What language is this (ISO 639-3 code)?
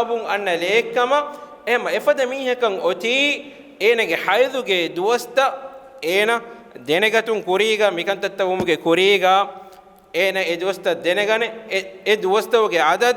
div